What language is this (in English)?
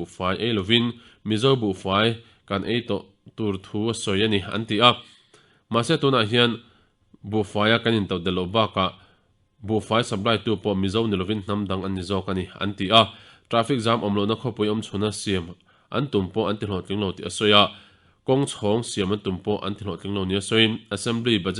Mizo